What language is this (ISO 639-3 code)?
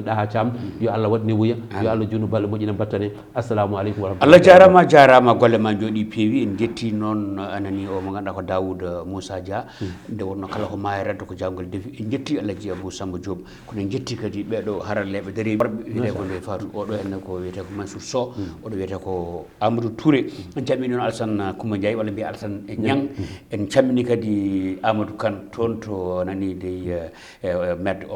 ful